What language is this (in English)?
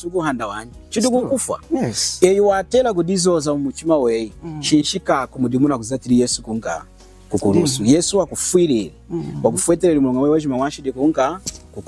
Lunda